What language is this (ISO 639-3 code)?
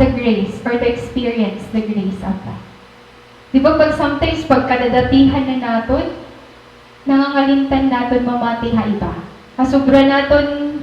war